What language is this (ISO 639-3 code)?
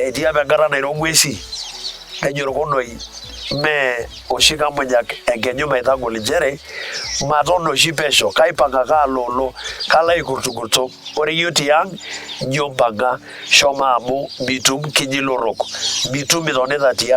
mas